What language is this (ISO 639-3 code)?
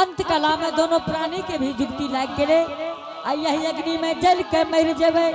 anp